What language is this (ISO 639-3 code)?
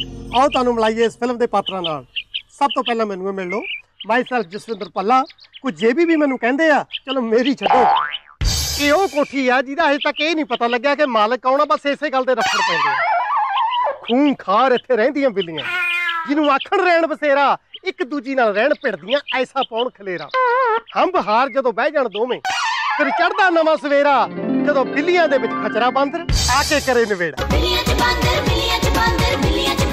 pan